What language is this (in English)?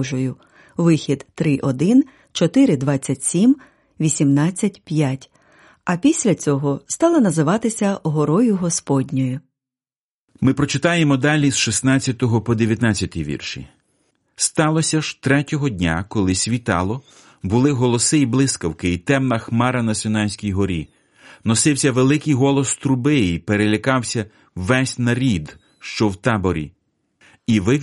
Ukrainian